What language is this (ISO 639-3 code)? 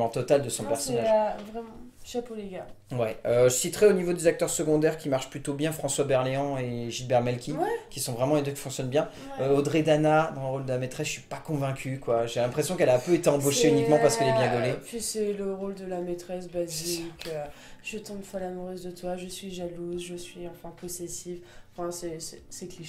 fra